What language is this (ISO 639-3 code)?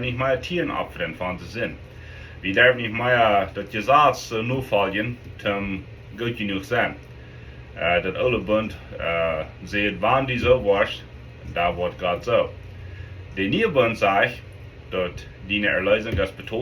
pdt